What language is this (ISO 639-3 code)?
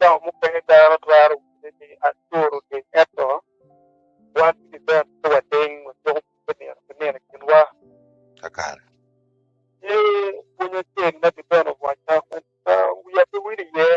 ach